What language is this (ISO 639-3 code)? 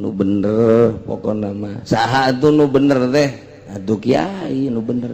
sun